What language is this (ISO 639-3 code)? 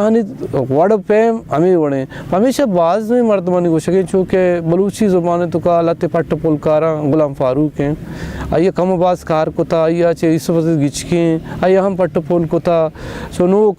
bal